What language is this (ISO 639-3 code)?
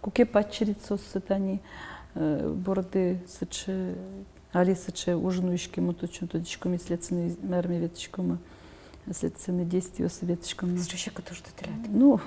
udm